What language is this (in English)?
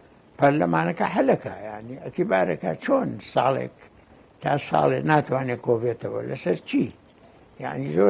Central Kurdish